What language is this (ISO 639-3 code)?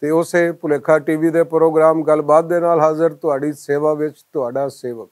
lah